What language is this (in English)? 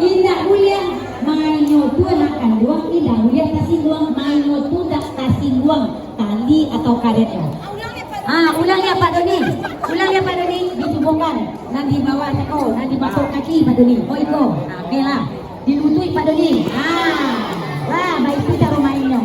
Minangkabau